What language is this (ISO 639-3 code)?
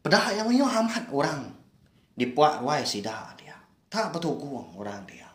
iba